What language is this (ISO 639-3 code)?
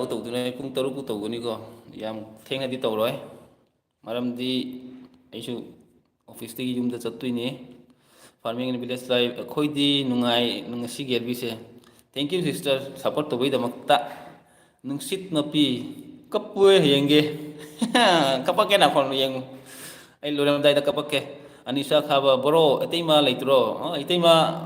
mni